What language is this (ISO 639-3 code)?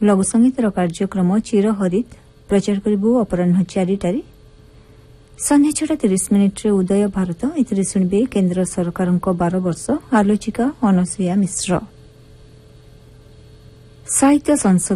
ori